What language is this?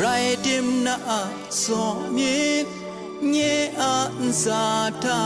Kachin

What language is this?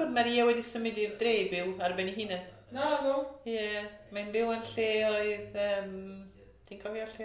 Welsh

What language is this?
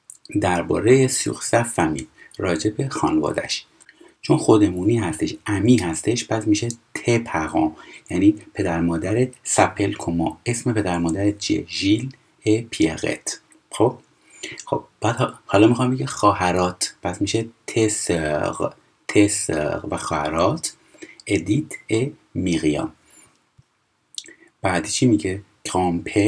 Persian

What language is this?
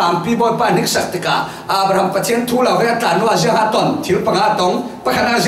Falam Chin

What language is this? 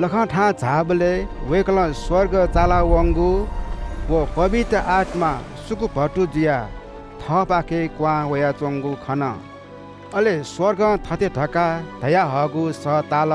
Newari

